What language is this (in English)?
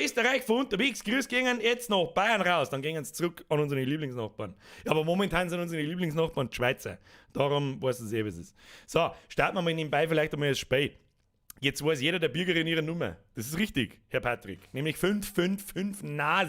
Bavarian